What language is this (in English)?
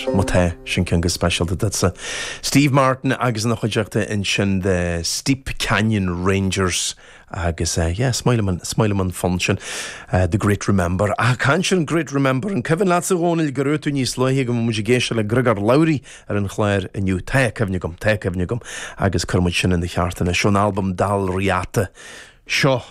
Irish